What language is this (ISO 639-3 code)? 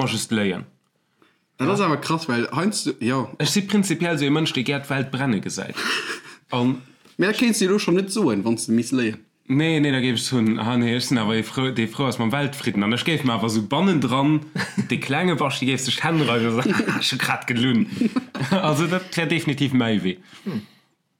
ltz